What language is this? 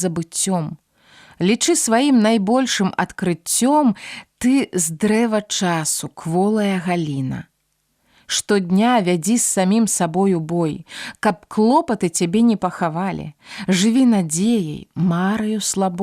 Belarusian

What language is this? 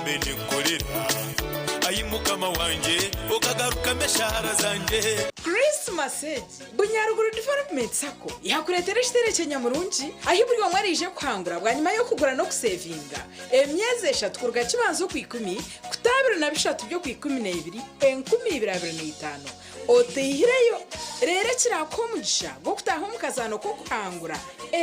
Nyankole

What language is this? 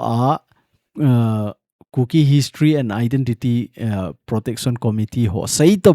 Thado Chin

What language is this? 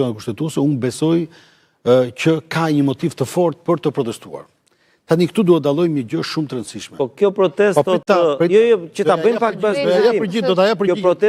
Albanian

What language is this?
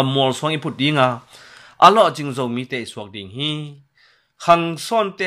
Tedim Chin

